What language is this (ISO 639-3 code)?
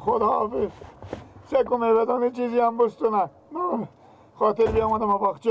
fas